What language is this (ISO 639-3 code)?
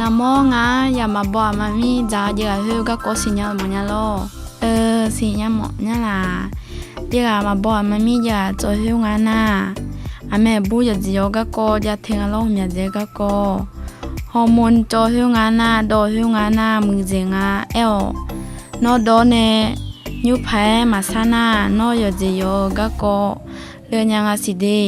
ahk